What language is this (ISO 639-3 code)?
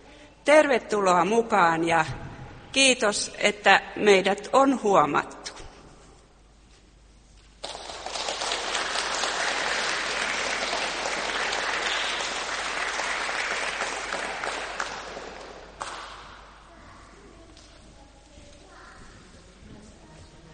fin